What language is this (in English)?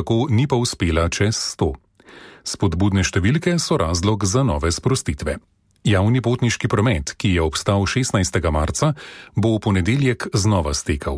Slovenian